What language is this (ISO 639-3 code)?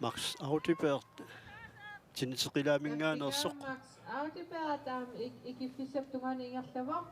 kal